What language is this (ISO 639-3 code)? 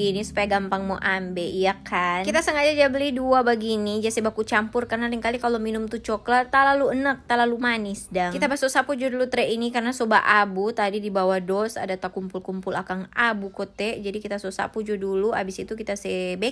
xmm